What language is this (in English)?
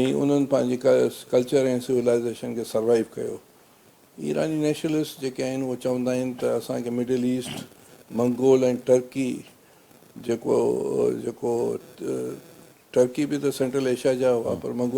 Sindhi